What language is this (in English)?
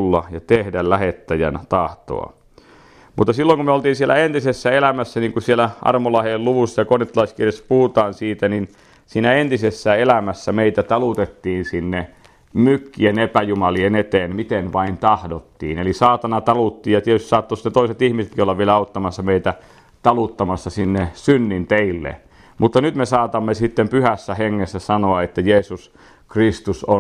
Finnish